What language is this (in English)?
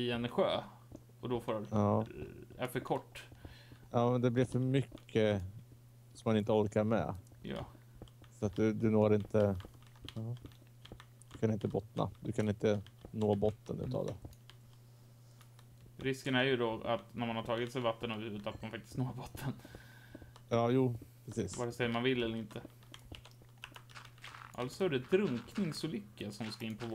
Swedish